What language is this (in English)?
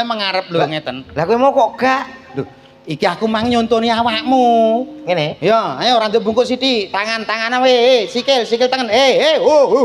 Javanese